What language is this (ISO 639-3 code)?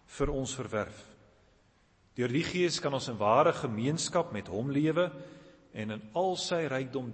afr